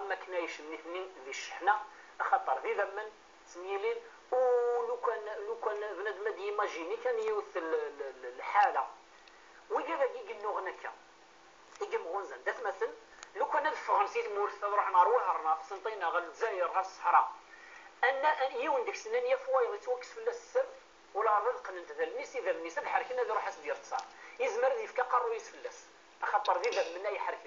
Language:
Kabyle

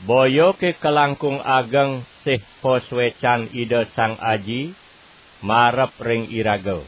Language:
Balinese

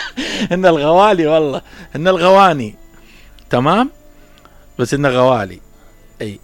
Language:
Mesopotamian Arabic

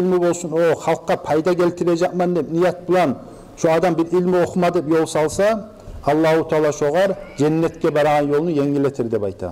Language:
Kumyk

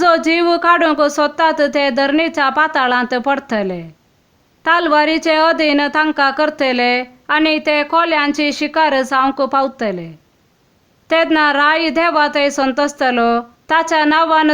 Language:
Konkani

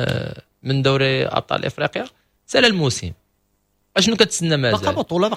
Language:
Moroccan Arabic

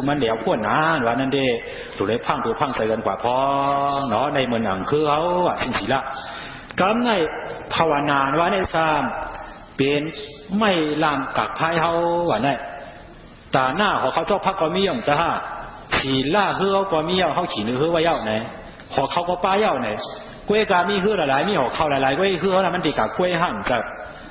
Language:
Shan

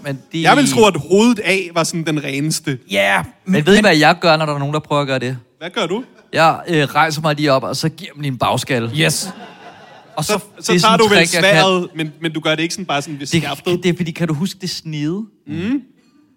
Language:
Danish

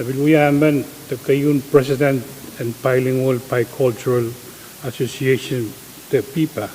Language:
Pohnpeian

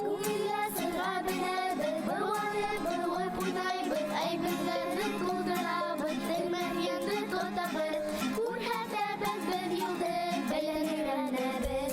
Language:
Bashkir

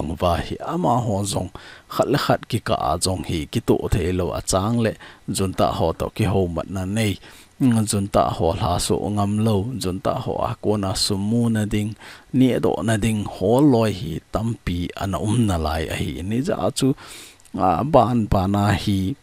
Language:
Thado Chin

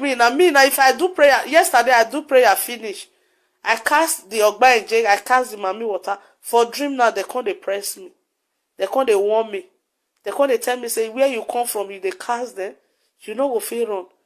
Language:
Nigerian Pidgin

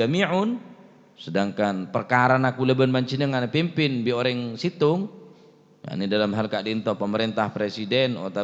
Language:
Madurese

